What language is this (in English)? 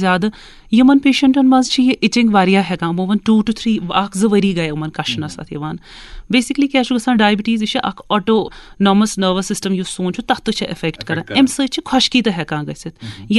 Kashmiri